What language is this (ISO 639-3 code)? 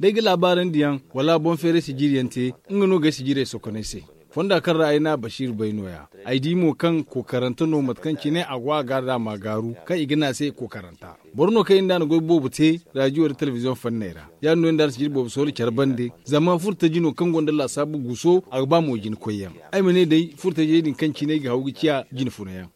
dje